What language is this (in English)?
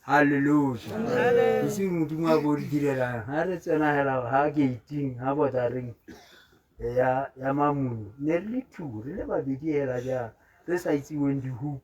Tswana